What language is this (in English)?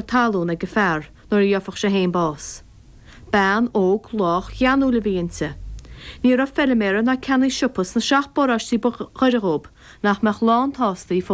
Irish